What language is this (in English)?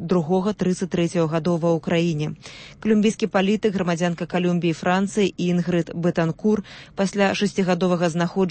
Belarusian